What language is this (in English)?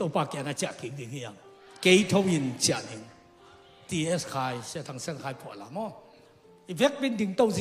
Tedim Chin